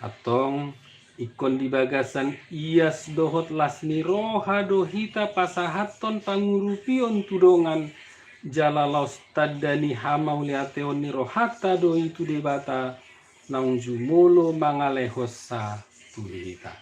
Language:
Batak Toba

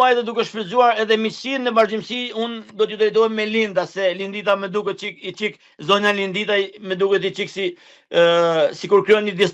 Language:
Albanian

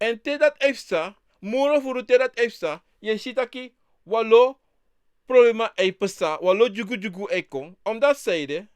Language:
Sranan Tongo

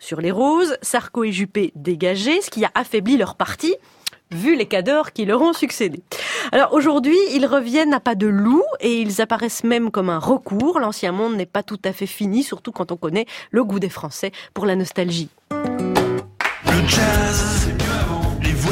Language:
French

